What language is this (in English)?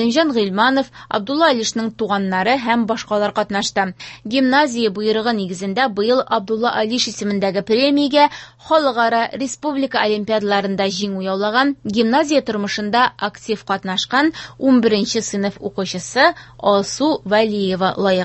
Tatar